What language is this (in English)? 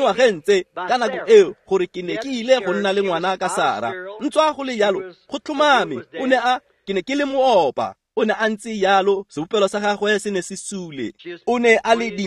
Tswana